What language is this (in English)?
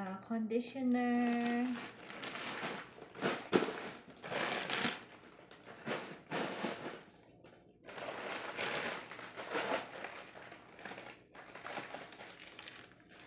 Filipino